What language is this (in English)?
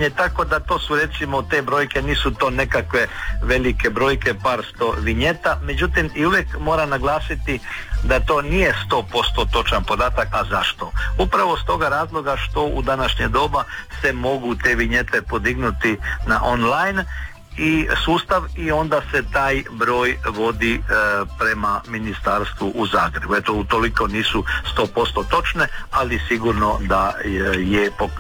Croatian